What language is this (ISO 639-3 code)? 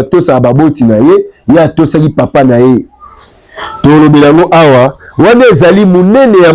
lin